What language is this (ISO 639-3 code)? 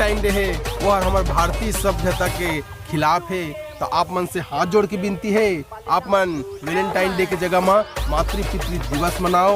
hne